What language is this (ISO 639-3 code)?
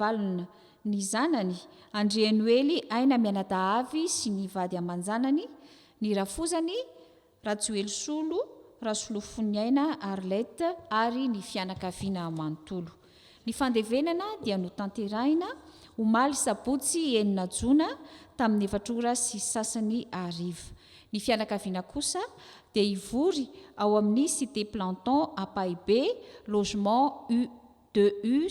mlg